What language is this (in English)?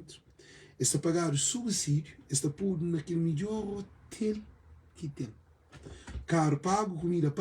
Kabuverdianu